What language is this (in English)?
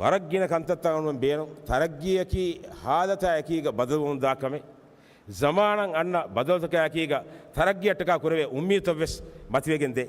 Divehi